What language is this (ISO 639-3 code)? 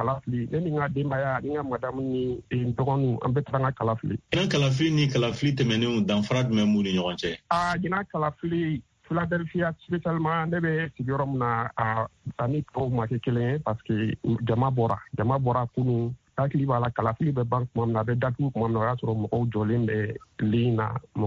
bam